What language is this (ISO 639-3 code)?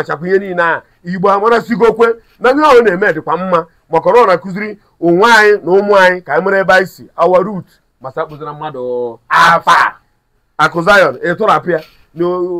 ibo